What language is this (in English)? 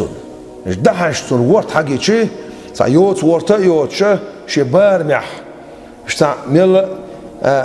Chechen